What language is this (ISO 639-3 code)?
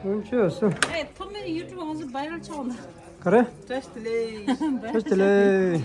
bod